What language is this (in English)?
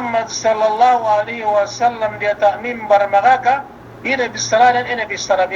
Yakan